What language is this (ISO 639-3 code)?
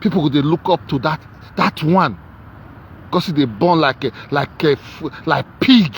pcm